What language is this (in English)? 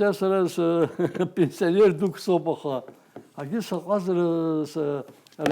Abkhazian